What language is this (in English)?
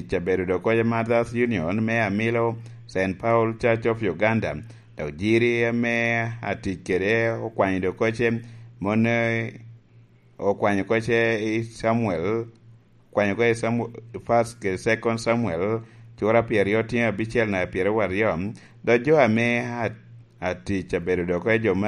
Lango (Uganda)